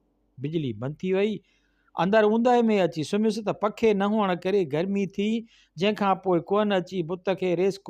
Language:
Sindhi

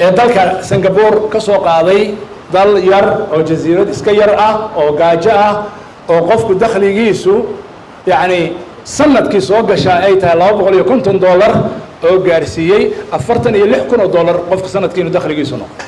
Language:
Somali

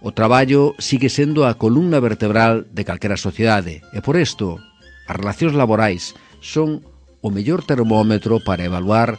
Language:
Galician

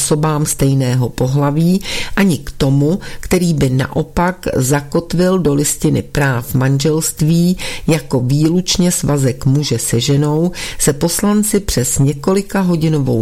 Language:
Czech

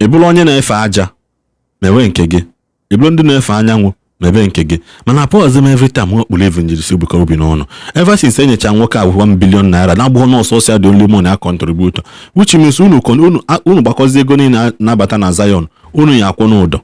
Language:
Igbo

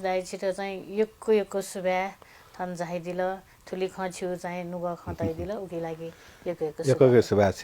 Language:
Newari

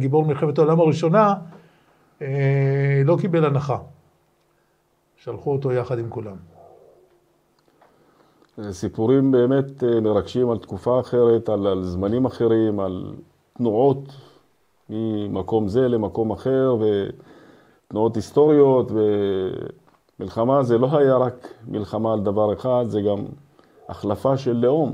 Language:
Hebrew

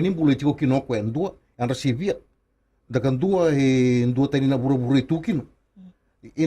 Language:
Fijian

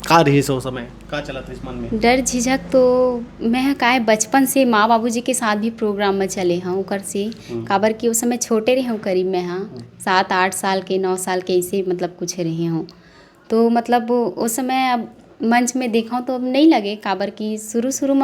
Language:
Chhattisgarhi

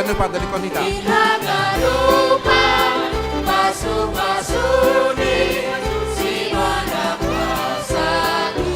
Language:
Batak Simalungun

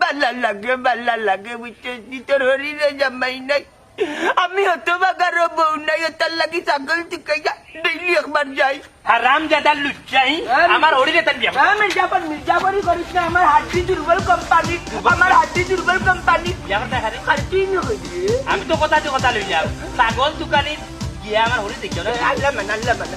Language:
Sylheti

